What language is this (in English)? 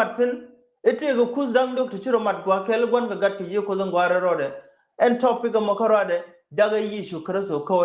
Nuer